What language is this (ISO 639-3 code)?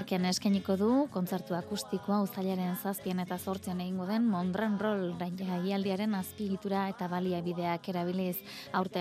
eus